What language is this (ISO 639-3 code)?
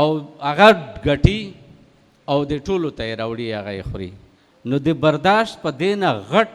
pus